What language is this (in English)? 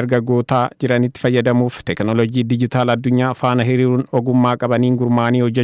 Oromo